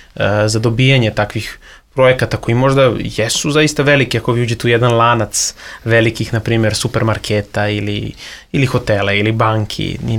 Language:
Serbian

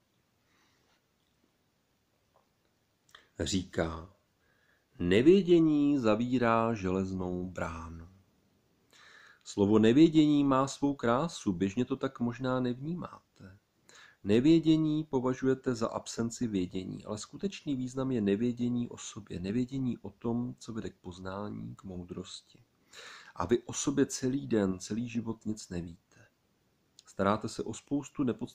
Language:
Czech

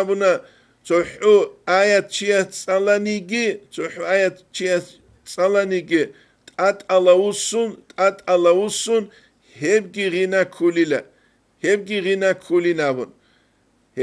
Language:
Avaric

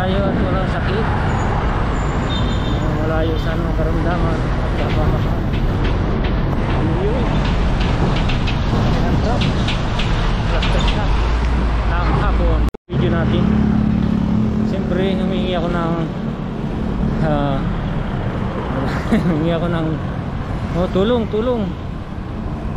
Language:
Filipino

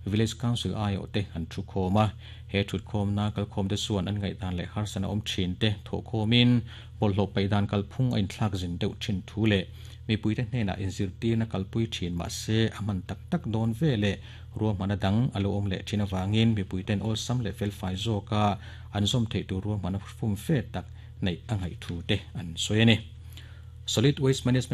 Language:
Mizo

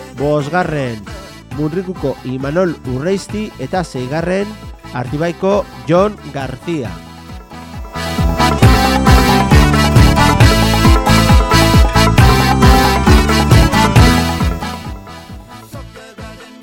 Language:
Basque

